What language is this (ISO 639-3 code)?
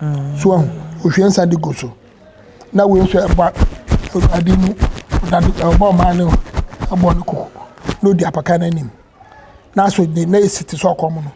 aka